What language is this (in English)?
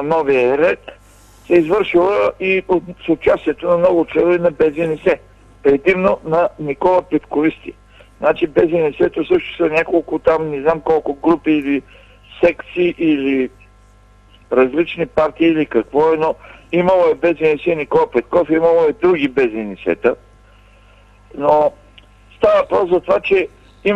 Bulgarian